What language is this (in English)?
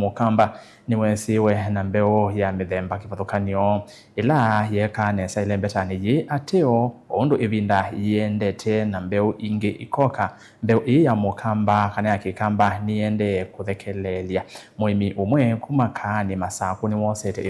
Kamba